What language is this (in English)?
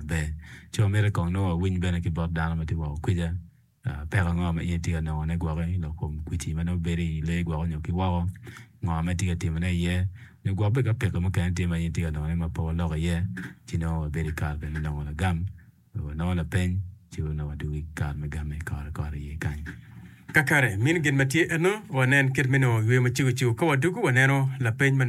Acoli